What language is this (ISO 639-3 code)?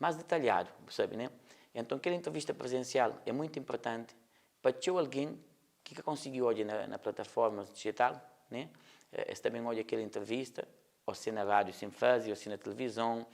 kea